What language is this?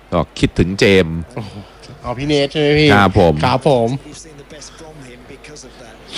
Thai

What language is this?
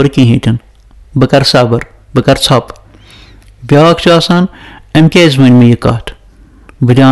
Kashmiri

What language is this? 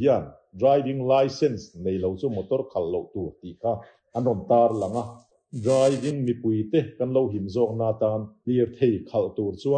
Mizo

